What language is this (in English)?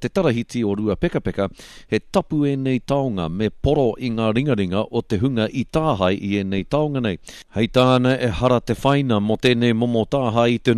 Māori